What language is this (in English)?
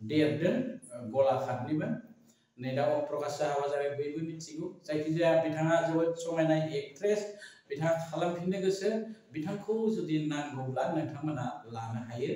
Bodo